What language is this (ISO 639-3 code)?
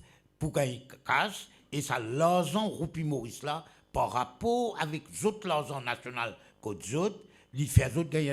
mfe